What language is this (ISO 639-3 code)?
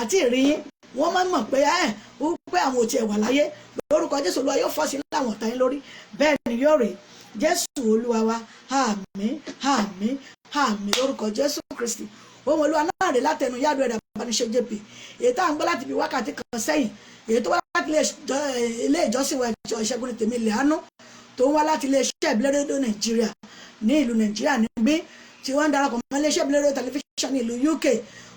yor